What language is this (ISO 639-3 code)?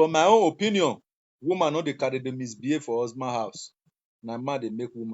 pcm